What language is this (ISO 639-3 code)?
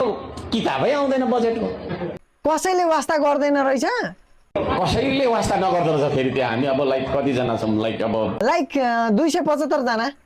nep